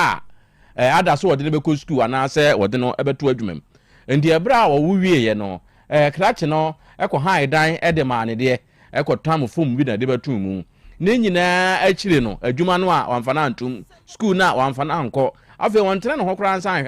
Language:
Akan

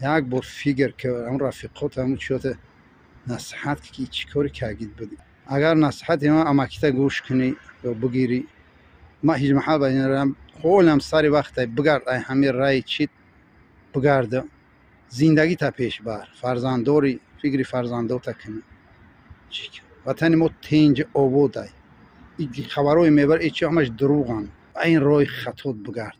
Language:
Tajik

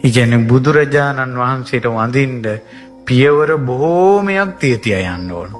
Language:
Sinhala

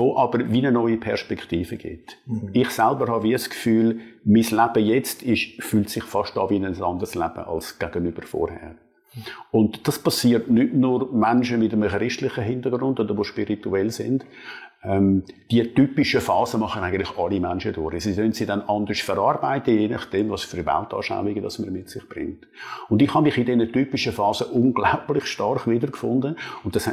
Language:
Swiss German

